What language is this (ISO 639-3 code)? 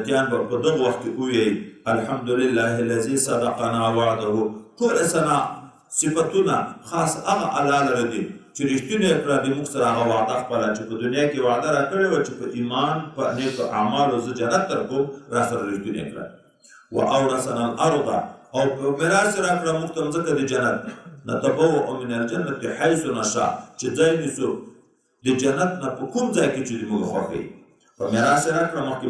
pus